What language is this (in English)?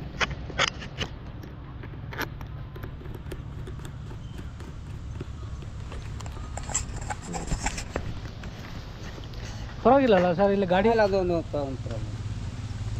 Kannada